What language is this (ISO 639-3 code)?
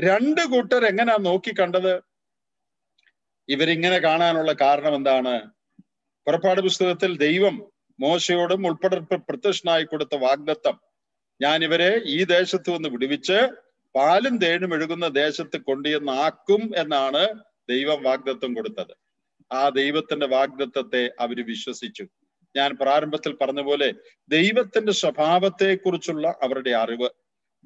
mal